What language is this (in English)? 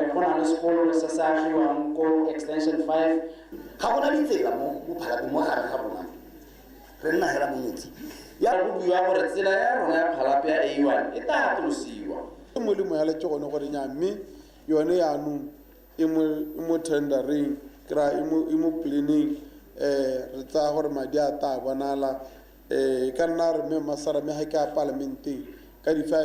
Tswana